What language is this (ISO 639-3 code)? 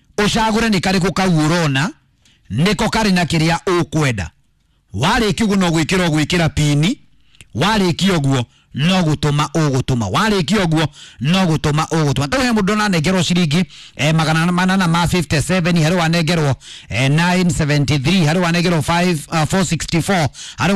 kik